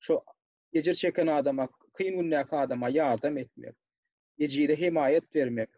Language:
Turkmen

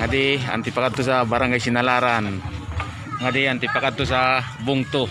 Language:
Waray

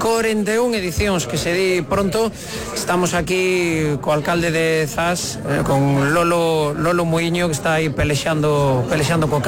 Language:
Galician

